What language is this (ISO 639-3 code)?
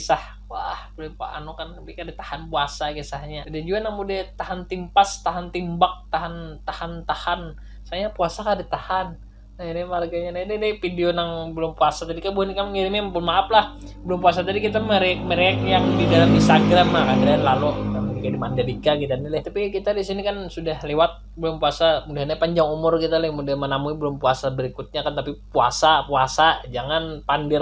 bjn